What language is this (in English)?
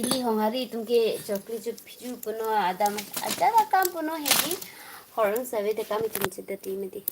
Karbi